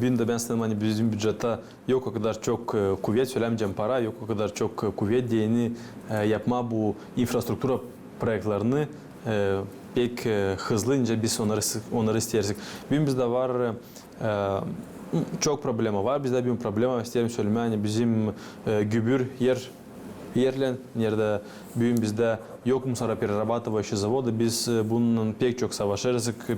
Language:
Gagauz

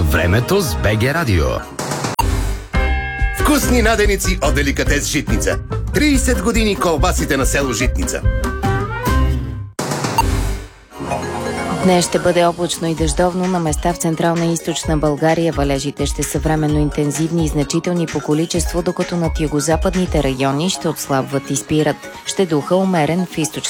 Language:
Bulgarian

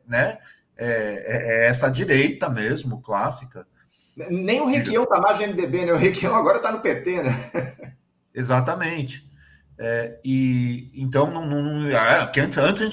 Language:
Portuguese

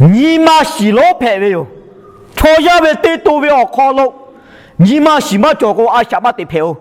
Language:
Lahu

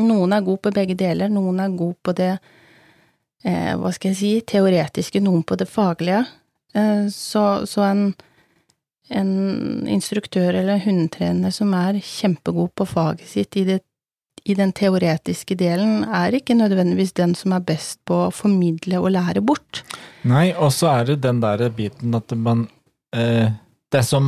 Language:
Norwegian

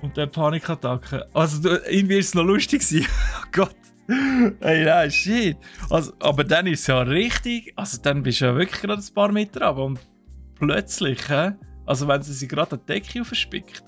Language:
Swiss German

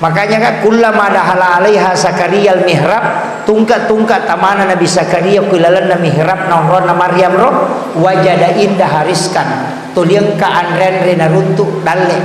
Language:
Buginese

